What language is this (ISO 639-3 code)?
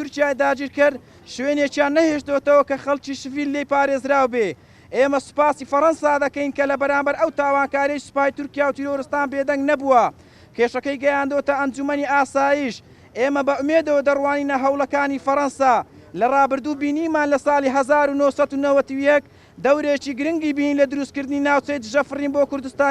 ckb